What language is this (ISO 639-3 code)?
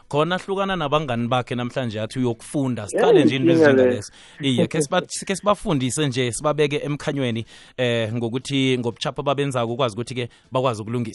nbl